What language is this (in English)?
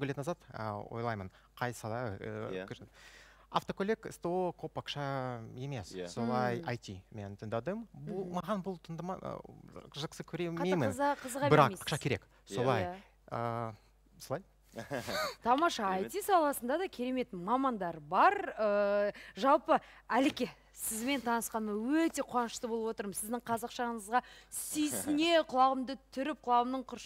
Kazakh